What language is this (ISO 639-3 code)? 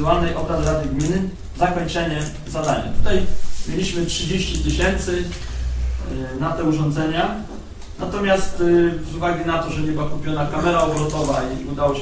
pol